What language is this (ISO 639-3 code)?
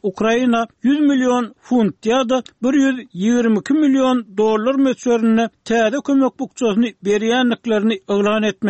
tuk